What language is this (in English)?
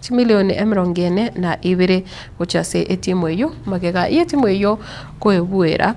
Gusii